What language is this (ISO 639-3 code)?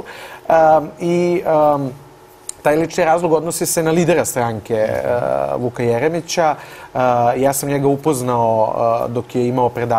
srp